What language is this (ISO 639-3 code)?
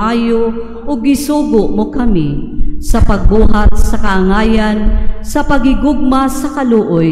ceb